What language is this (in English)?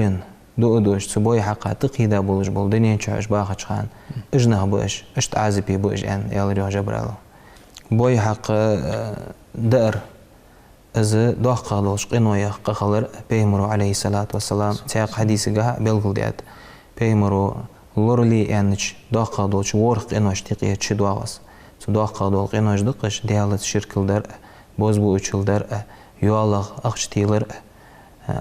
Ingush